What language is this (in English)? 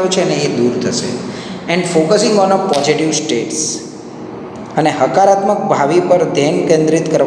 Gujarati